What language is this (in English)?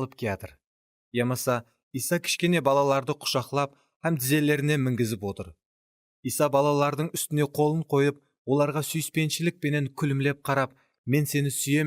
Kara-Kalpak